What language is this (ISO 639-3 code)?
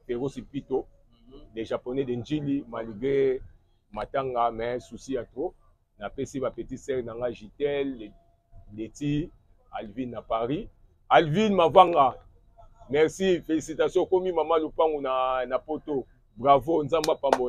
lin